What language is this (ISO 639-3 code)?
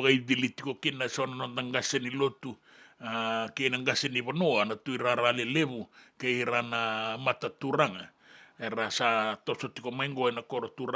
fij